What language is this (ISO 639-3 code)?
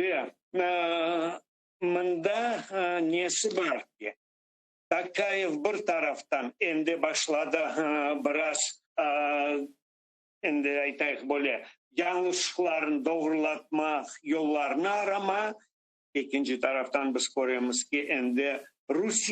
crh